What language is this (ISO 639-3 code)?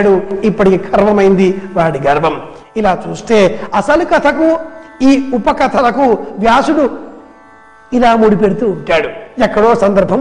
tel